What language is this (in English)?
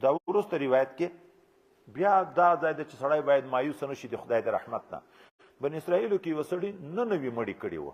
Pashto